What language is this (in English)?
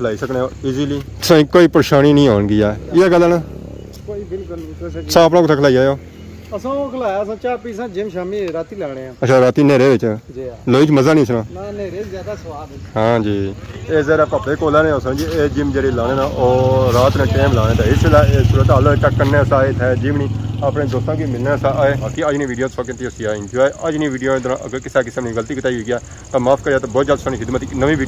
Pahari-Potwari